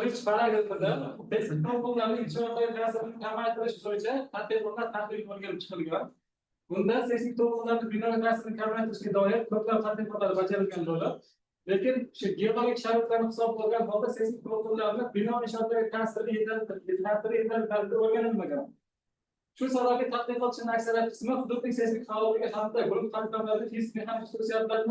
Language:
Uzbek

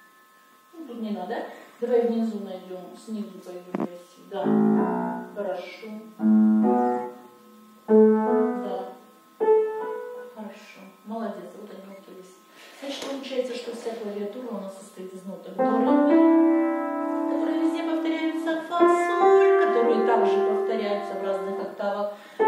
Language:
Russian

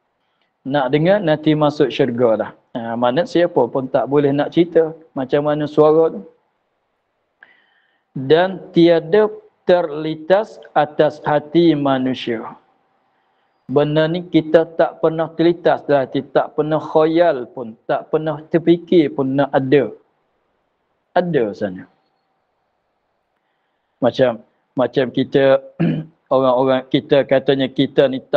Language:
Malay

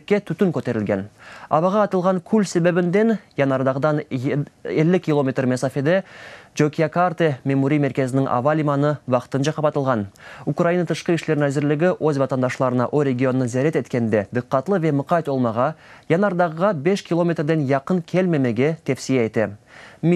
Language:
Crimean Tatar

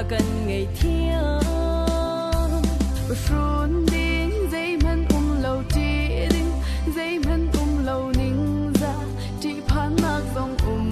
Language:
Falam Chin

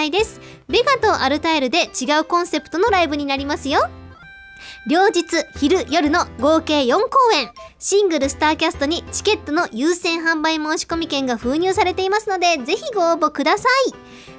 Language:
Japanese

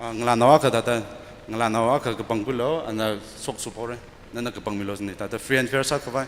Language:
Tangkhul Naga (India)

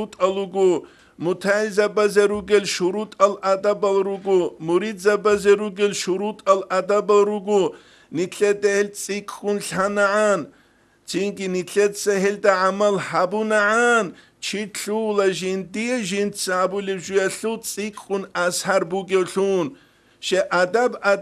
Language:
Avaric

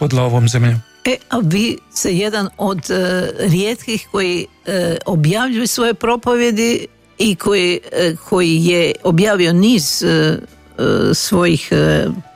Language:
Croatian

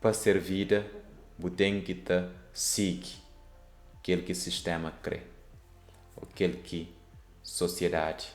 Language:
Kabuverdianu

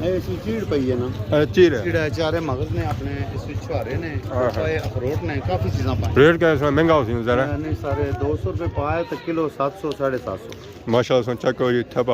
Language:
Pahari-Potwari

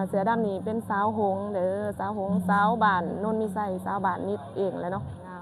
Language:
Lao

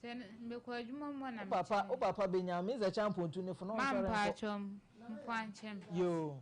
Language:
Akan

